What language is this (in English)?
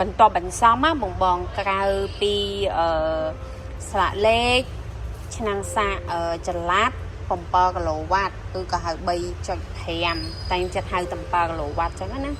Khmer